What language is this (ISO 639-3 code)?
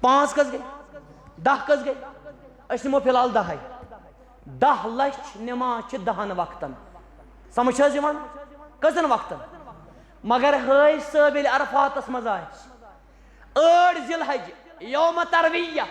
kas